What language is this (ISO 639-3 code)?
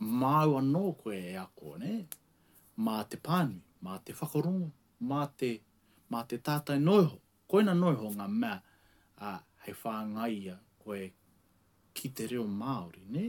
mri